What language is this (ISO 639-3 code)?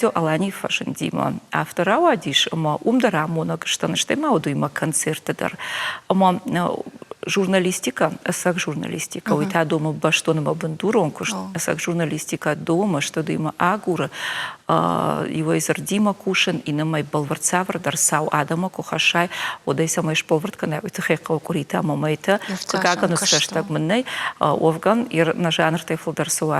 oss